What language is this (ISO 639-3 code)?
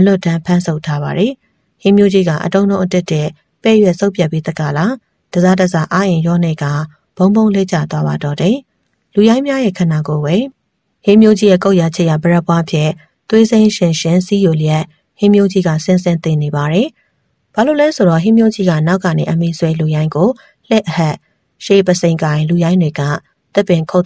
mya